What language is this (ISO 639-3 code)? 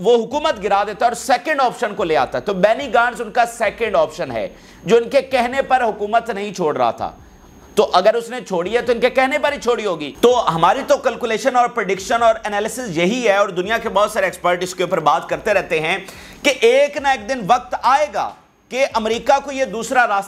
urd